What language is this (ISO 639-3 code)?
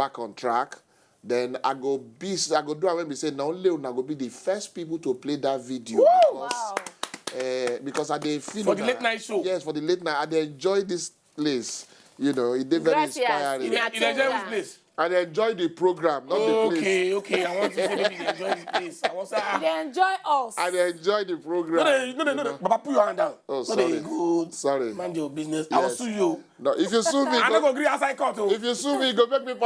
pcm